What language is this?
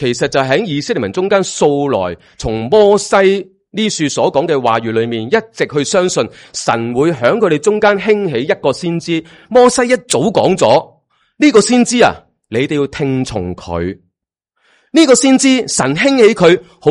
Cantonese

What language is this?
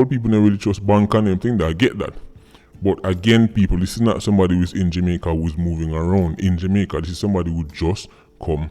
Jamaican Creole English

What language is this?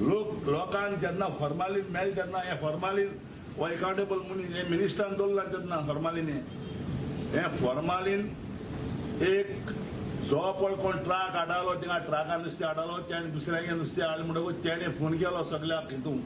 Konkani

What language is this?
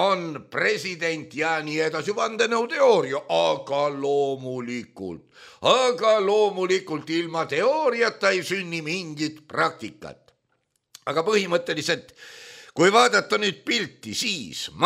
Estonian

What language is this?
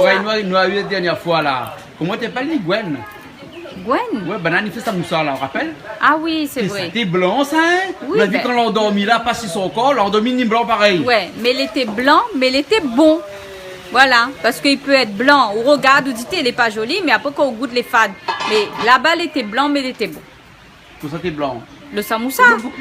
Réunion Creole French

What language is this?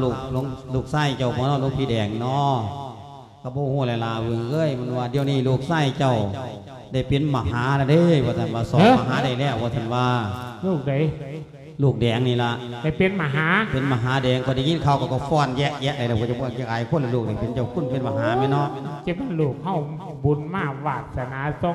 Lao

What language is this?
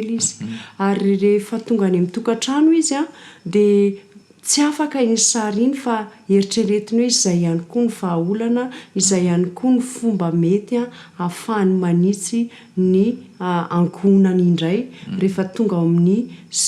Malagasy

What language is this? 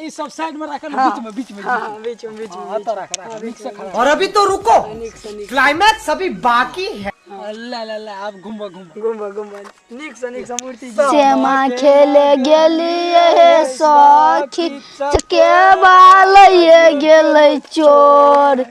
Maithili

